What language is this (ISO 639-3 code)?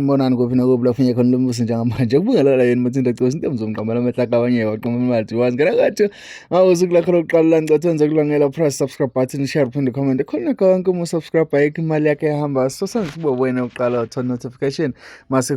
zul